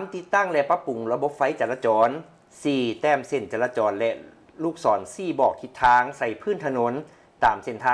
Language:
Lao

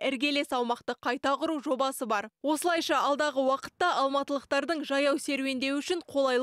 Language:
Kazakh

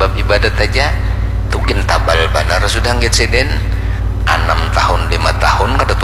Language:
Banjar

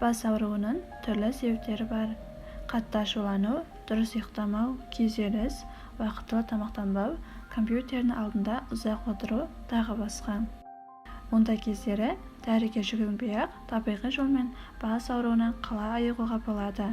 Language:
Kazakh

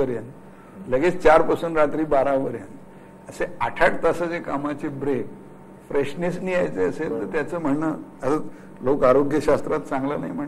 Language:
Marathi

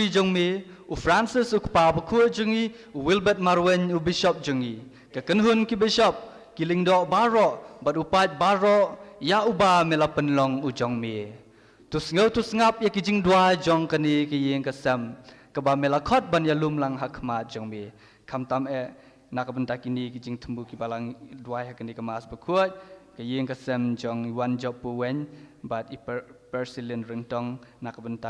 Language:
Khasi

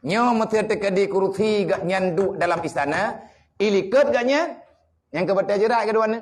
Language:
Achinese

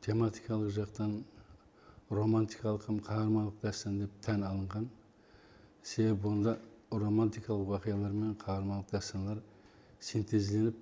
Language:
Kara-Kalpak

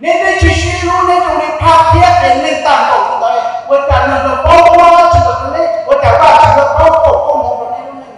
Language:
Hmong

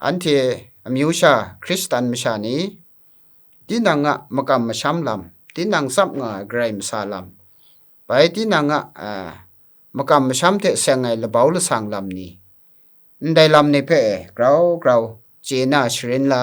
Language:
Kachin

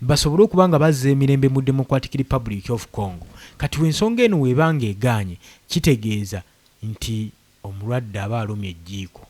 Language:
Ganda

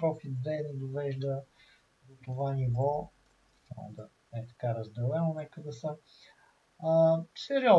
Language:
Bulgarian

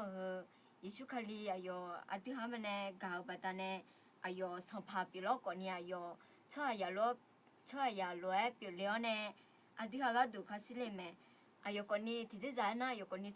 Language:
Akha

